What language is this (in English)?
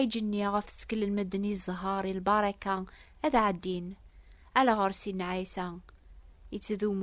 Kabyle